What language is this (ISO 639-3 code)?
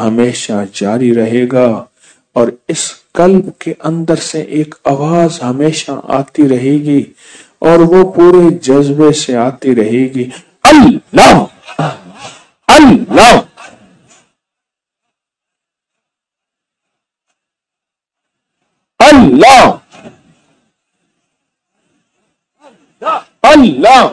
urd